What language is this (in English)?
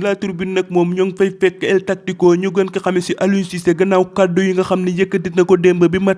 Wolof